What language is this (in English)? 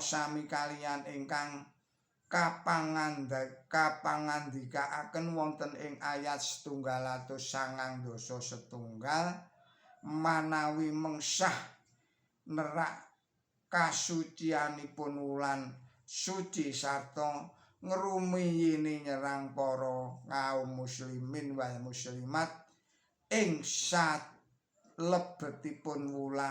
Javanese